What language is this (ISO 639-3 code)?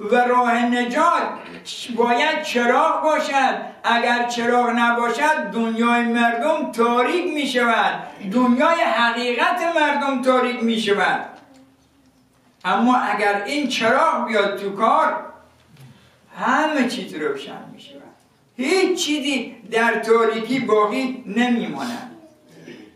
fas